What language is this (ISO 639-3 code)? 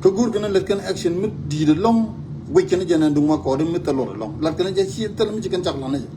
nus